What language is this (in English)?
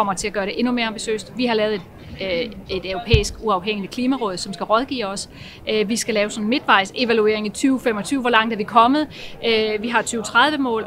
Danish